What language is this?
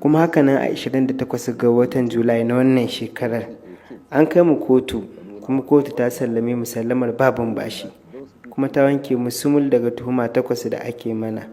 Hausa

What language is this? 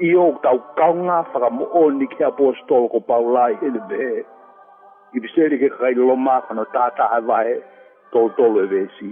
Tongan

